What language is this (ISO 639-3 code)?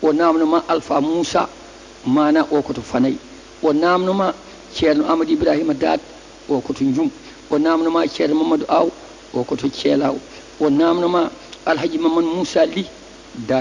ful